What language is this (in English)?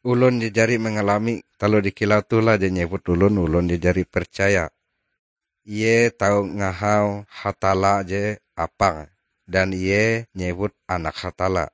Ngaju